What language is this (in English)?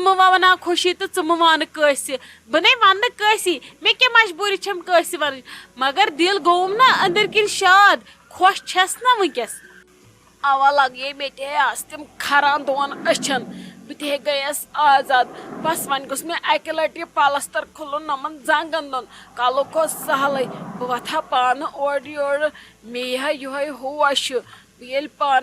Kashmiri